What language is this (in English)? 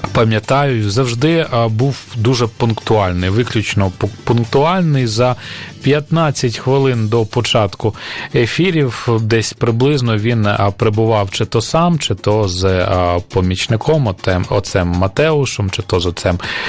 Ukrainian